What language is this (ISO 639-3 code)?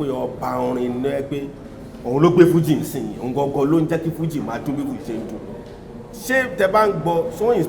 yor